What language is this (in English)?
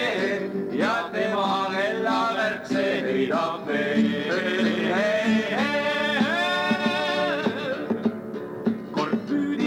Estonian